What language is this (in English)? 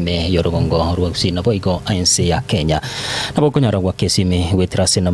Gusii